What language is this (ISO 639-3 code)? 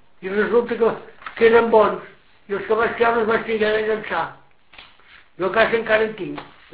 cat